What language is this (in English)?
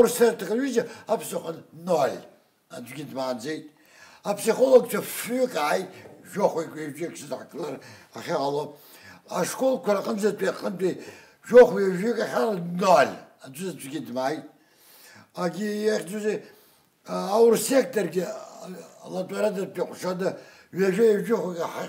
Abkhazian